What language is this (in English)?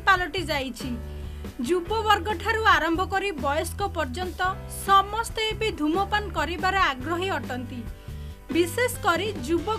Odia